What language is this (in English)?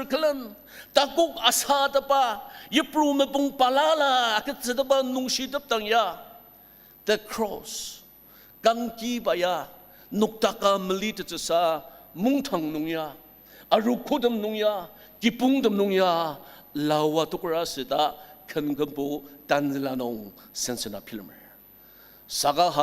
Ao Naga